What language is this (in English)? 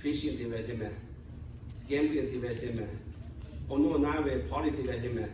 Lahu